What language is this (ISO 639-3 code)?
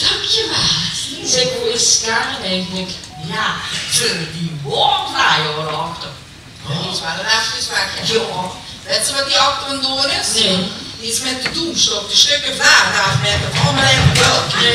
lim